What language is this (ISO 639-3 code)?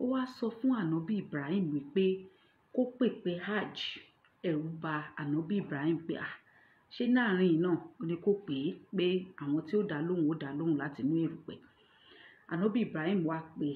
yor